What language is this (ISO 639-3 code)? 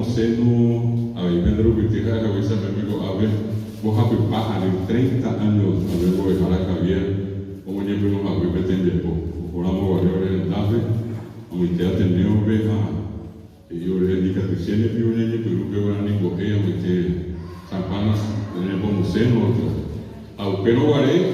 grn